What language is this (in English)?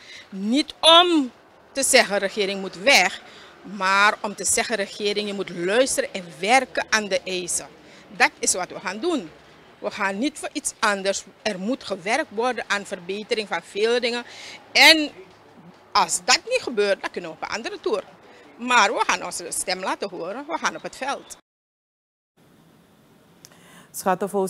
Dutch